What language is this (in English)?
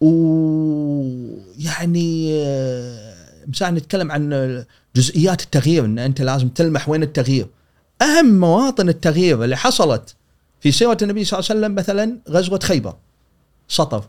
Gulf Arabic